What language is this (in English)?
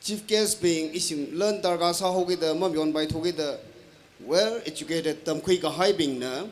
Tangkhul Naga (India)